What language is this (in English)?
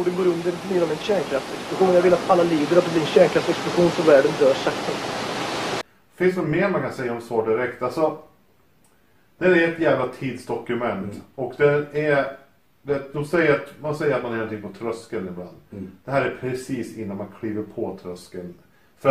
Swedish